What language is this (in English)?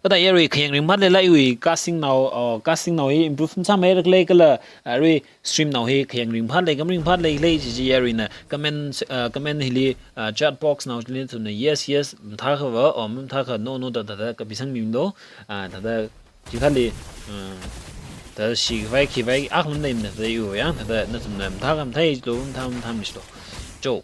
Tangkhul Naga (India)